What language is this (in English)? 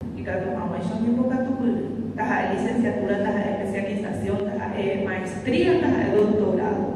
Guarani